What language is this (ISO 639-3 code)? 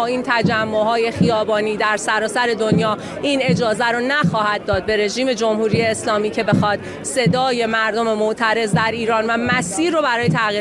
fas